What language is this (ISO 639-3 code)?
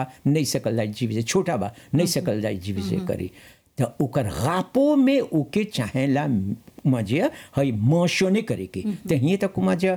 bho